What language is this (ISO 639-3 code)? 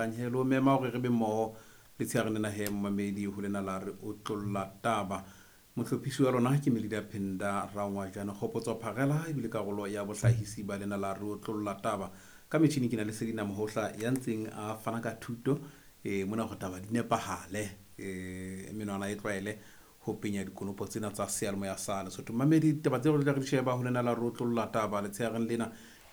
sot